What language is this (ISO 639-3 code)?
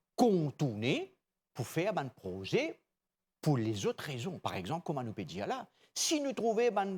mfe